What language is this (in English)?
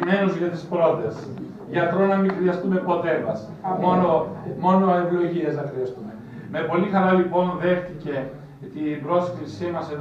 Greek